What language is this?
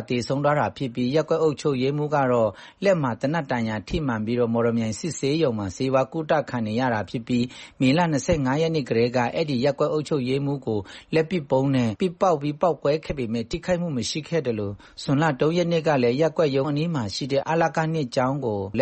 Burmese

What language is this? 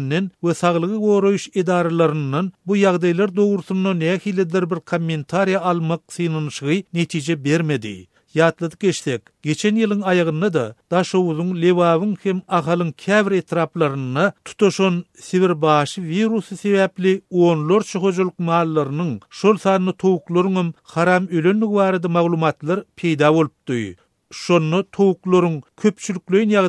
Turkmen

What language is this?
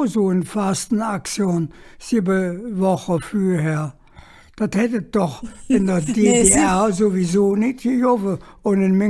Colognian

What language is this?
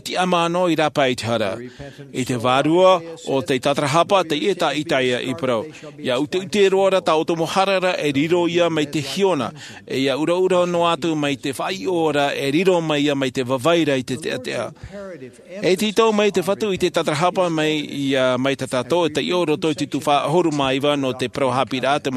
Tahitian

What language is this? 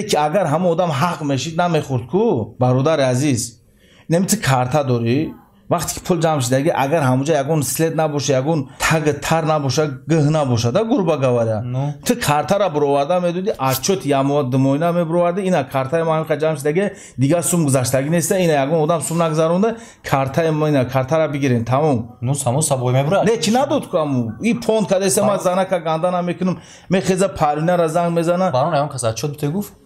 Tajik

